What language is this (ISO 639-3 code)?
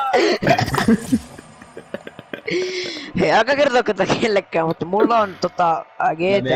fin